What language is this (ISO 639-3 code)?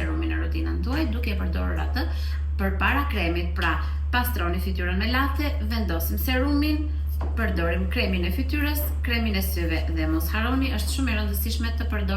sqi